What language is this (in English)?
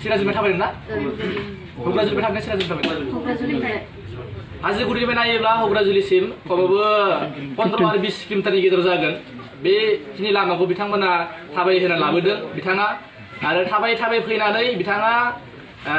Bodo